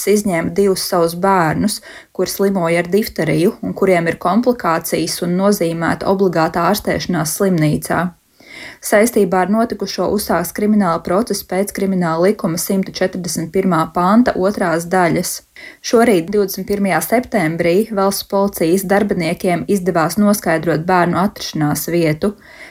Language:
Latvian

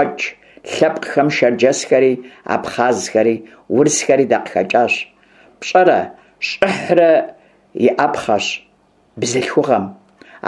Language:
Kabardian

